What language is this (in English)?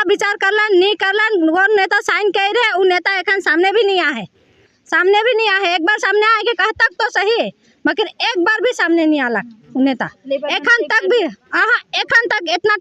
Sadri